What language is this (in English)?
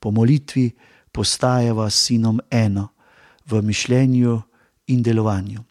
Slovenian